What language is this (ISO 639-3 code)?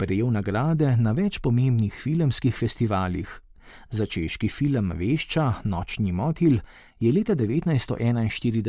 slv